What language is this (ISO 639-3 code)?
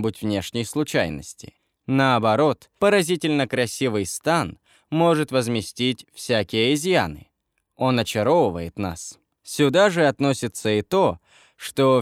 rus